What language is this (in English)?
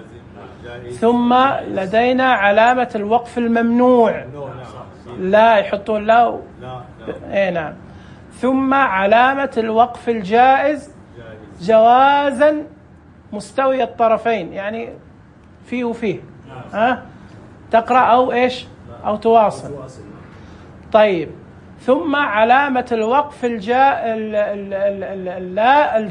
Najdi Arabic